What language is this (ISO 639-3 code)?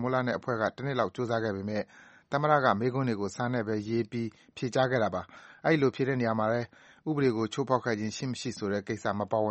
mya